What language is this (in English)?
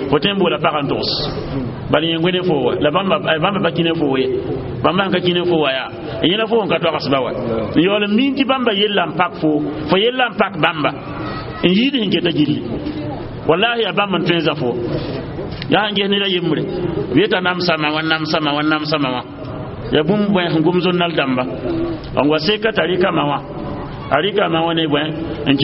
Mossi